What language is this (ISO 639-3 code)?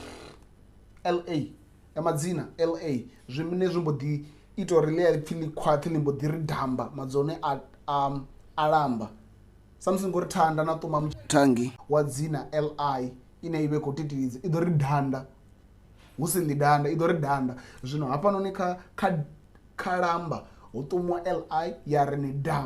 ven